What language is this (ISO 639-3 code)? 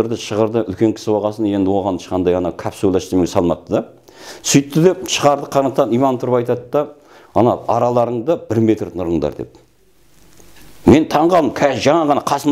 kaz